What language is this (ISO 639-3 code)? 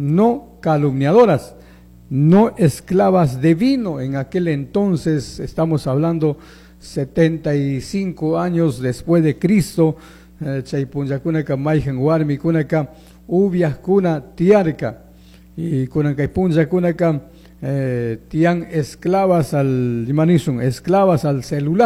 qug